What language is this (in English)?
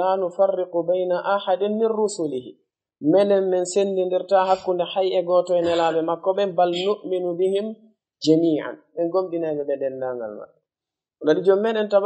Fula